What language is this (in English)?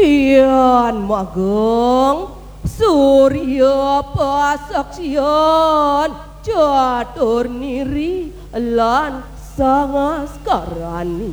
Balinese